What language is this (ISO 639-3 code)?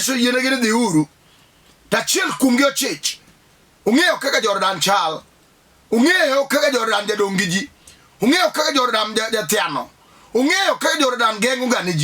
luo